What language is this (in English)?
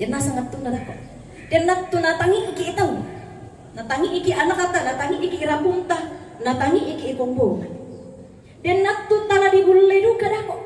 Toraja-Sa'dan